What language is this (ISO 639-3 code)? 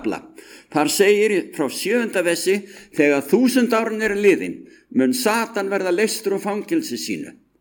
isl